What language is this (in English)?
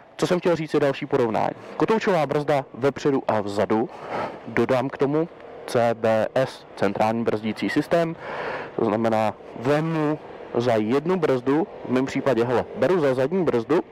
Czech